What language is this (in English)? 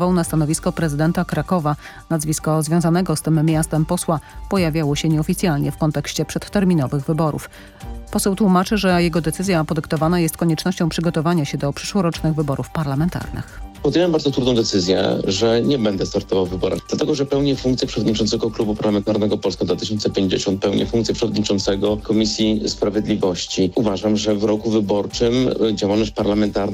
Polish